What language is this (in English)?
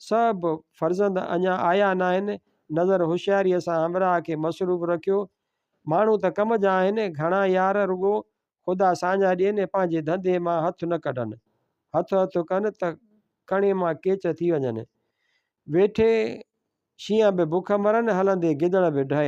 Sindhi